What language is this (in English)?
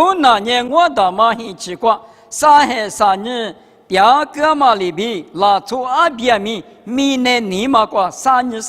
Lisu